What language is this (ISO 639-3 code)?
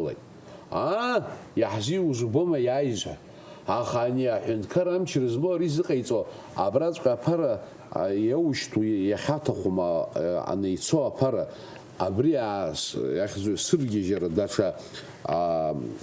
abk